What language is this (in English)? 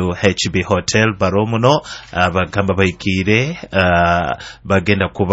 Nyoro